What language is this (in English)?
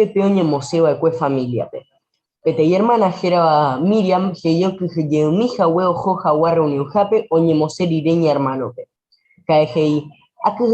Guarani